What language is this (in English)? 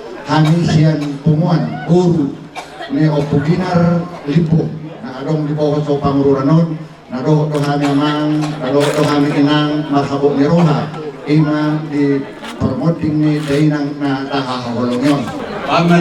Batak Toba